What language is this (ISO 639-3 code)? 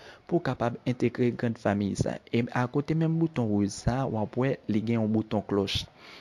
hat